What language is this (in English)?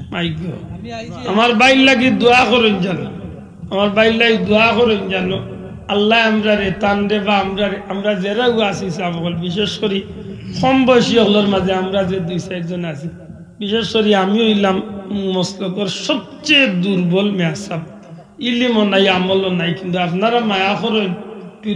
Sylheti